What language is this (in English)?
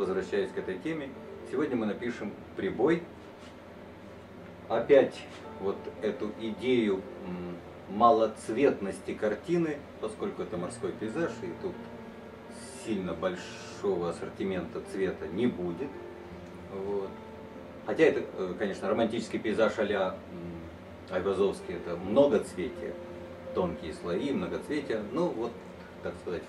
Russian